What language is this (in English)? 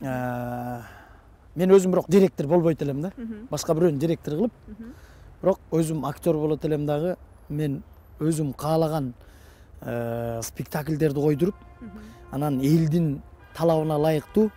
Kyrgyz